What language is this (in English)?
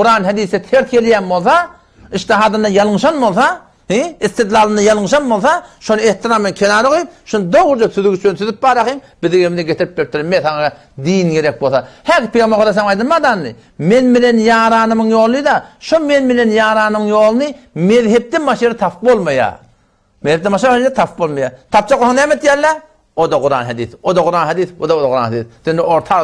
Turkmen